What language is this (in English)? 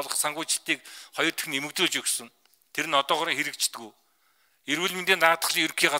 Mongolian